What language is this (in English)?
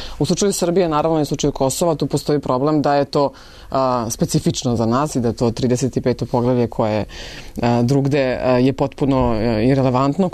Serbian